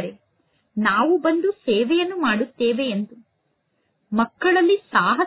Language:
Kannada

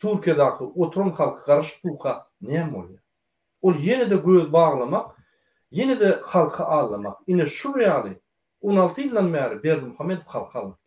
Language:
Turkmen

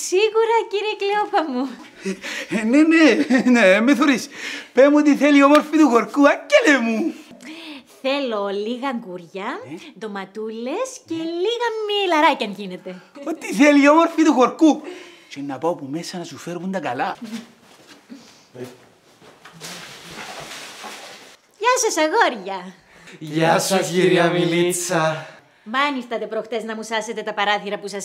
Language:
Greek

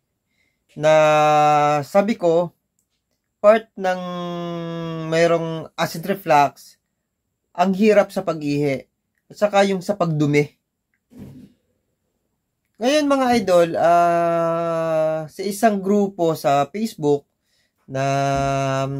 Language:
Filipino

